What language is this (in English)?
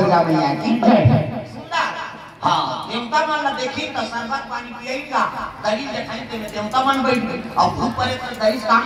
Chhattisgarhi